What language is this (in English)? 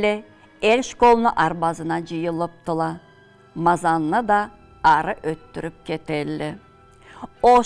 Karachay-Balkar